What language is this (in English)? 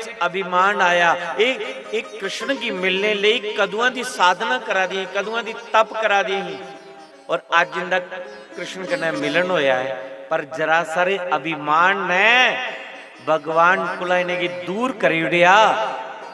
Dogri